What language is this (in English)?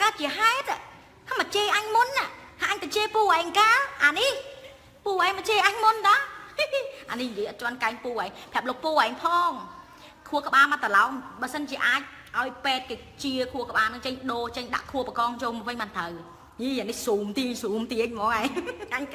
Khmer